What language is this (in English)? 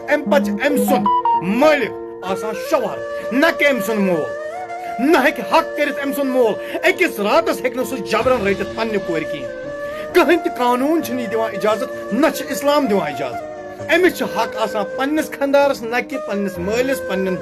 Kashmiri